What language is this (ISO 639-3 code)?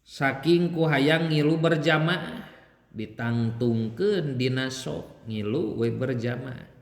sun